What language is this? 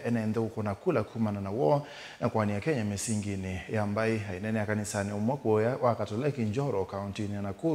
Kamba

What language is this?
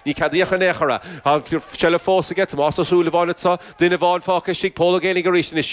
Irish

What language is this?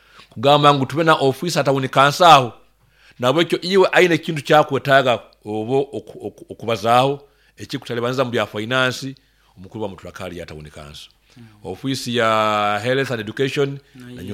Nyoro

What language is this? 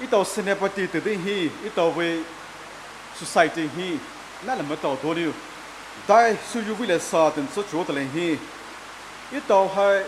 Poumei Naga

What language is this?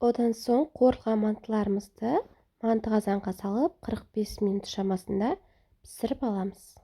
Kazakh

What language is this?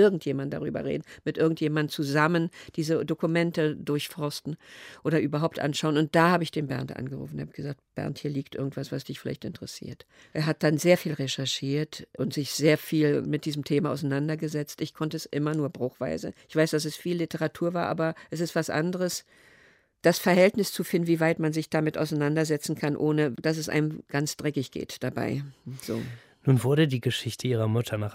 German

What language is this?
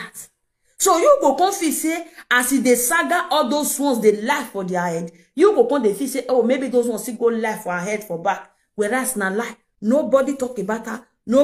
Nigerian Pidgin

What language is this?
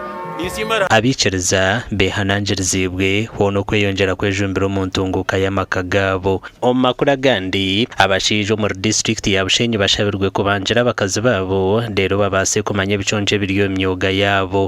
Nyankole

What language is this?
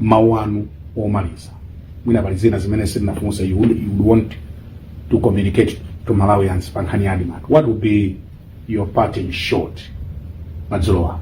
Nyanja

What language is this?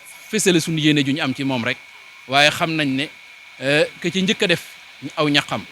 Wolof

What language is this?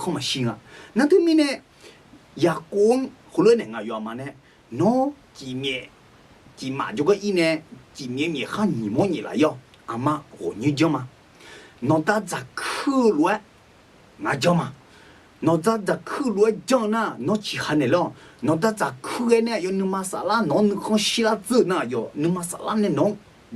Akha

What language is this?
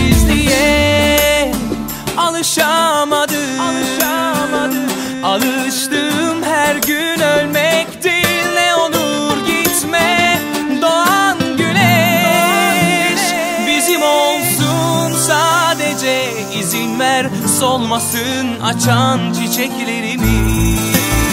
Turkish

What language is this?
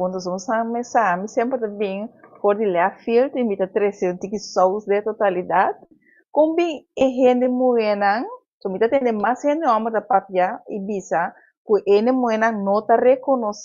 Papiamento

